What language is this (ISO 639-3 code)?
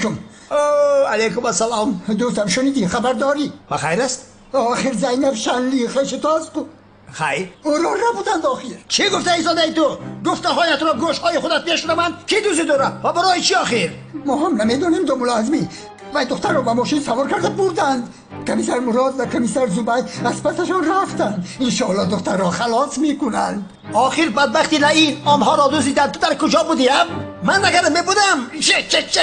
tgk